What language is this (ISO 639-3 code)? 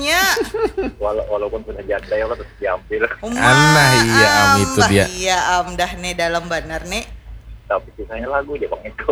bjn